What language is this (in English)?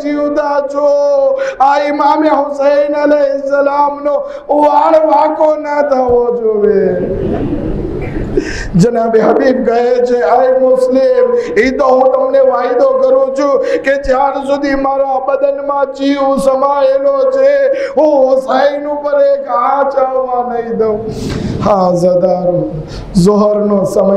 Gujarati